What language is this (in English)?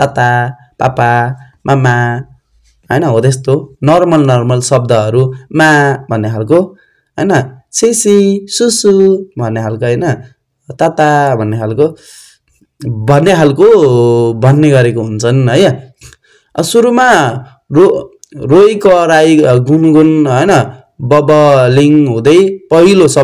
Nepali